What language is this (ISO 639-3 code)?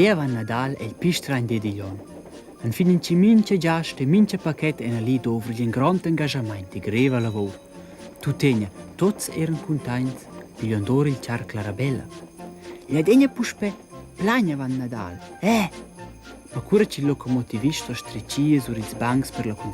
roh